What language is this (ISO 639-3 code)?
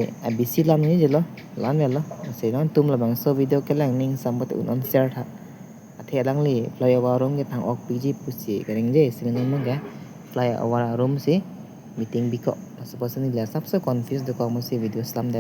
mjw